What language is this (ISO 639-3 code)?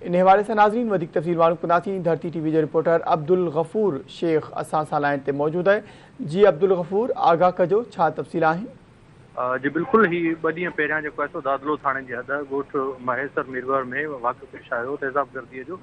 snd